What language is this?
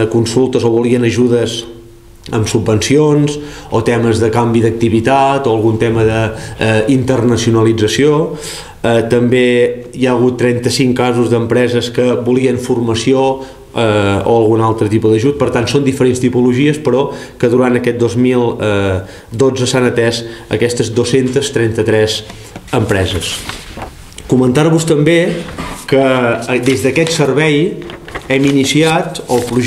Catalan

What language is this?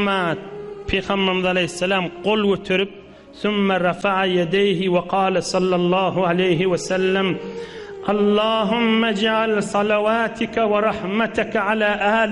Turkmen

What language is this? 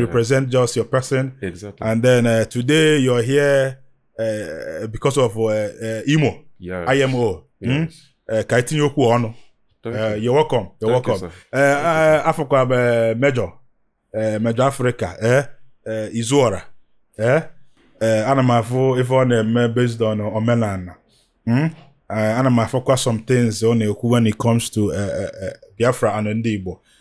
Igbo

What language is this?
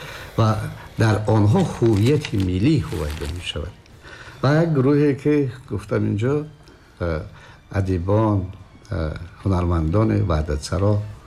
Tajik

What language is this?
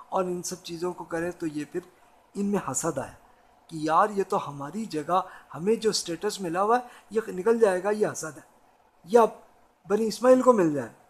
Urdu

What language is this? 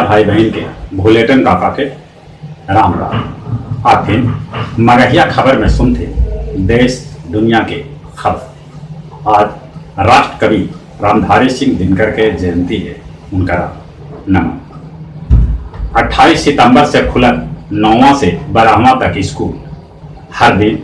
Magahi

